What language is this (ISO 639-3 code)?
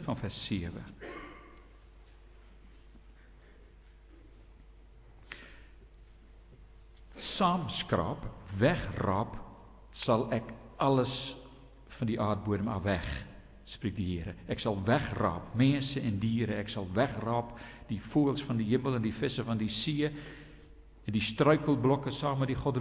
afr